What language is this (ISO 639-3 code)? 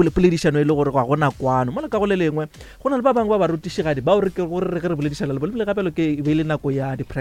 nso